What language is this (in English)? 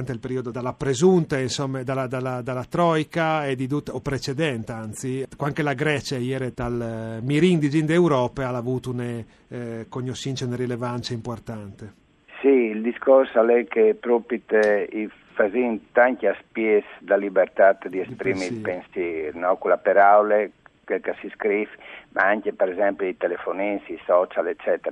Friulian